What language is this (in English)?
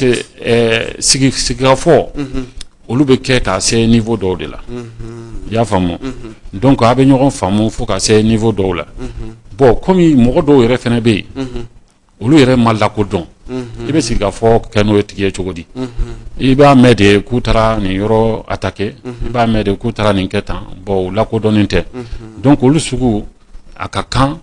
Bambara